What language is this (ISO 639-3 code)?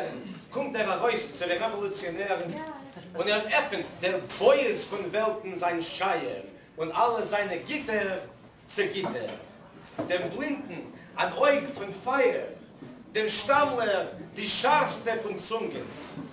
yid